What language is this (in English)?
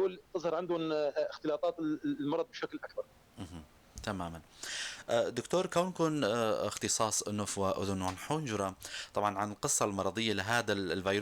North Levantine Arabic